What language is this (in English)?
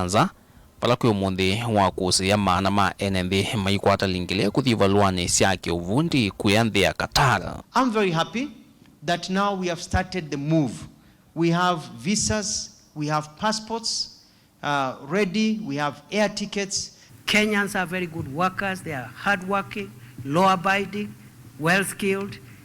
Kamba